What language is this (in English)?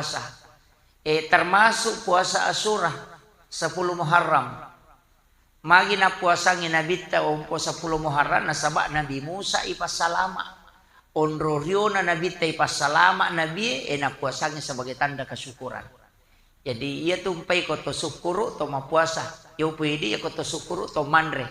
Buginese